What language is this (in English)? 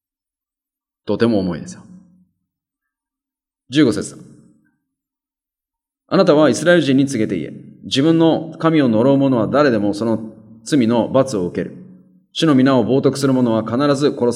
Japanese